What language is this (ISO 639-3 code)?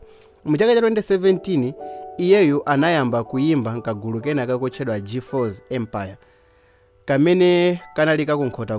nya